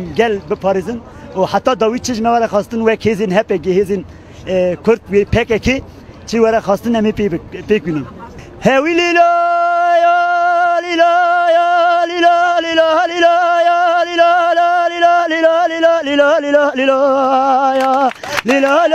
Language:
Kurdish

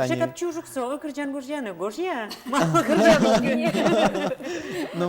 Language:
Udmurt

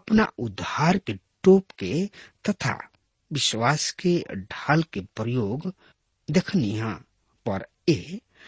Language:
Bhojpuri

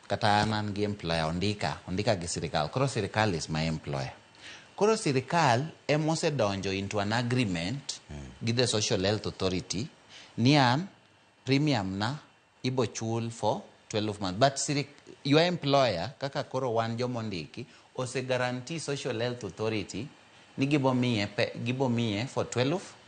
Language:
Luo (Kenya and Tanzania)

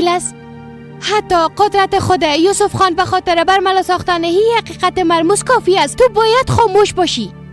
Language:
Persian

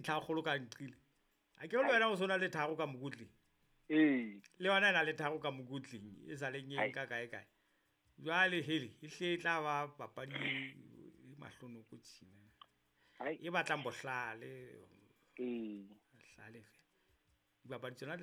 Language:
Southern Sotho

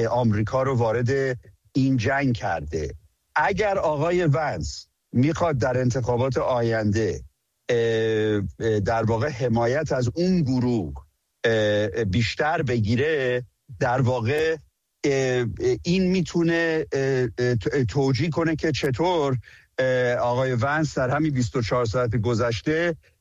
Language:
Persian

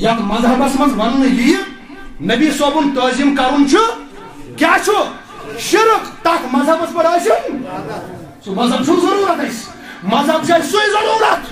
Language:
Kashmiri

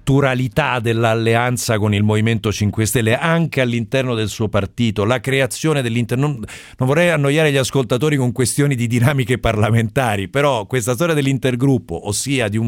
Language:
Italian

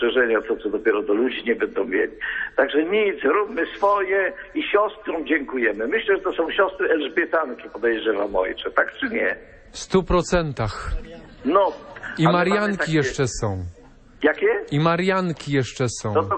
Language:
Polish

